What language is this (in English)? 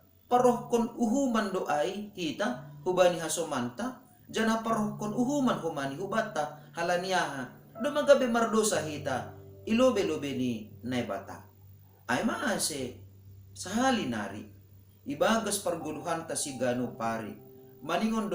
Batak Simalungun